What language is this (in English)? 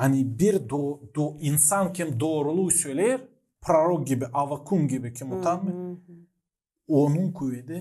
Gagauz